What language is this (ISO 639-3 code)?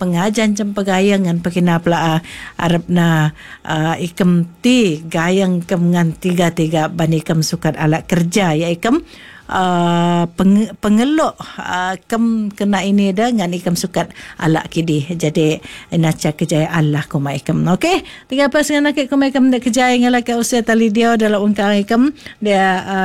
iba